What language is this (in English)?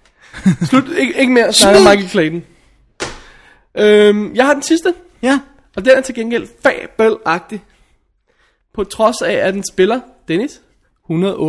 Danish